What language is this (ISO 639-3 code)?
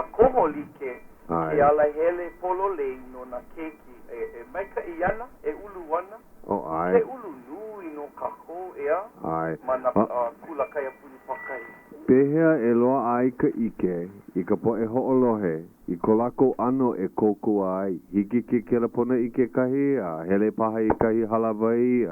haw